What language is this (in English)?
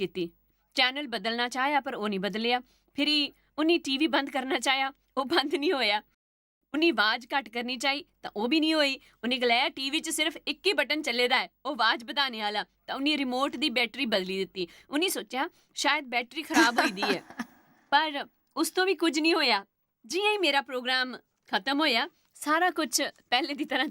Dogri